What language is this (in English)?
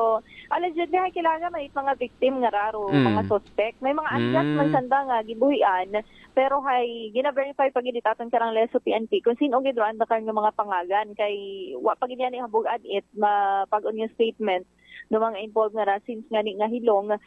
Aklanon